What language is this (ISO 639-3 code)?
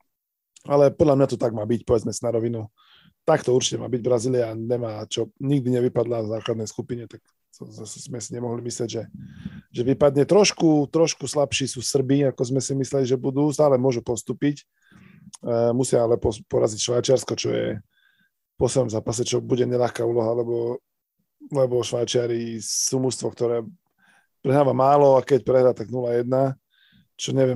slk